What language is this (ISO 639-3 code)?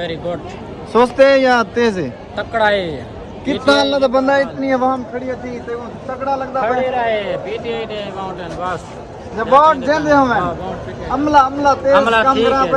skr